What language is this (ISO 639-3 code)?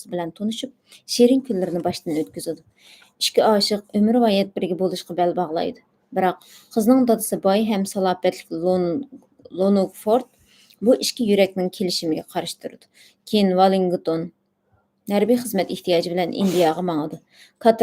uig